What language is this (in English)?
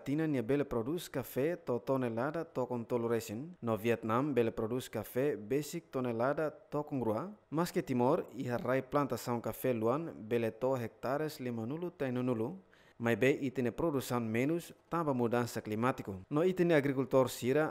Tetum